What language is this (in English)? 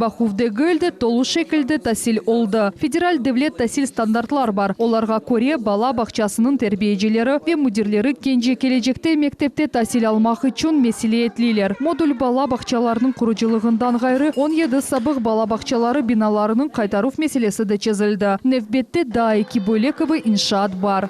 Crimean Tatar